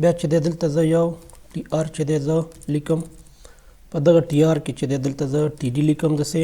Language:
Pashto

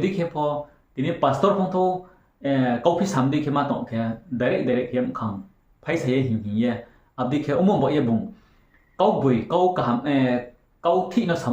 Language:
Riang (India)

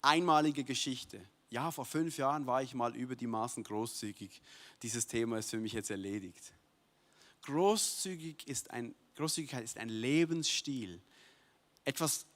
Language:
Swiss German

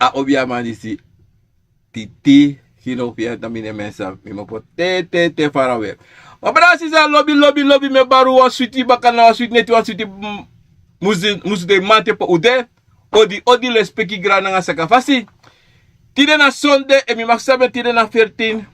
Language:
Sranan Tongo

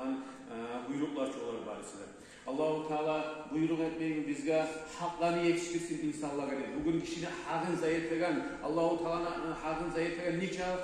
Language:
Kumyk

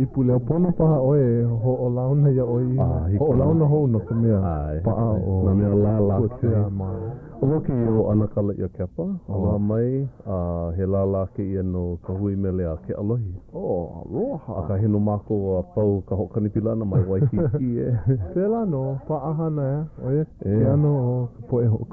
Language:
Hawaiian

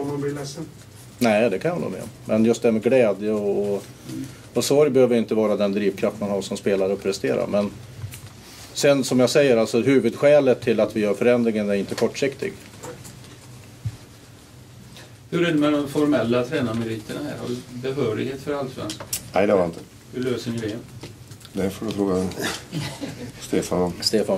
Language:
Swedish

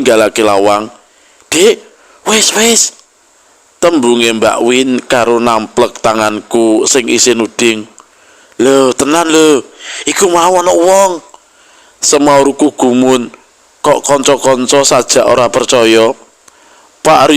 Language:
Javanese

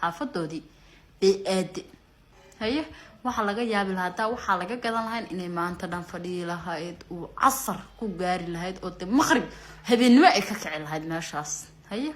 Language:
Somali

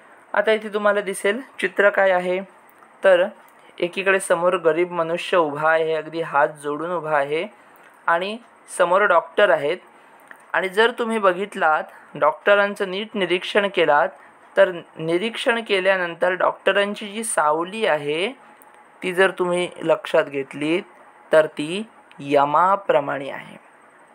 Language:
Marathi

